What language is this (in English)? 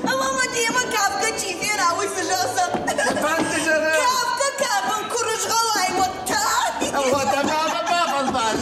Ossetic